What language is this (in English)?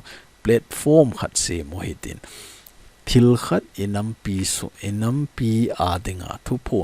Thado Chin